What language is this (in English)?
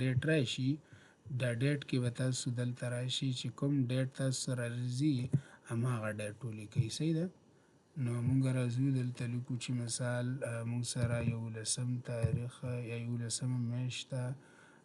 Pashto